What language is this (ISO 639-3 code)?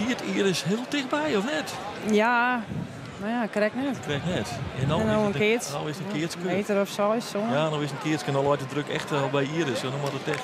fry